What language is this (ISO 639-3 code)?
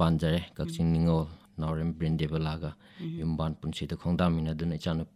mni